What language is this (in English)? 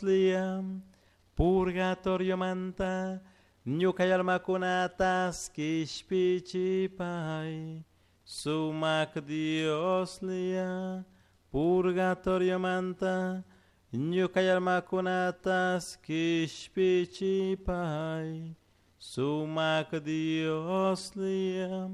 Chimborazo Highland Quichua